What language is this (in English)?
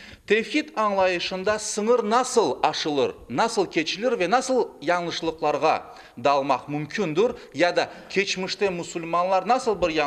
Crimean Tatar